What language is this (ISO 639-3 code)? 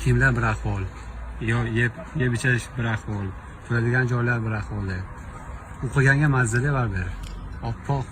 uzb